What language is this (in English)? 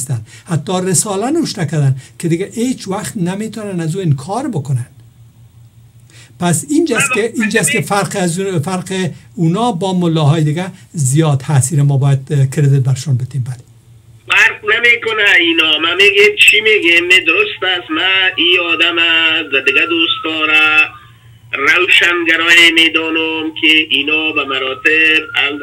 Persian